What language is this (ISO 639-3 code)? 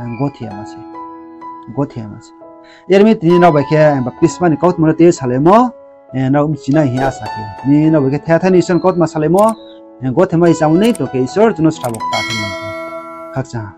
ria